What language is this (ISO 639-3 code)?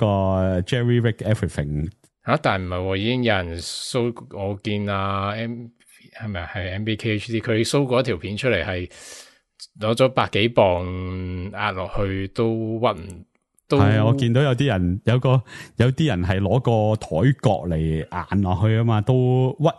yue